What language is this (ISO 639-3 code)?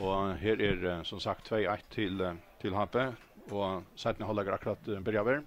fao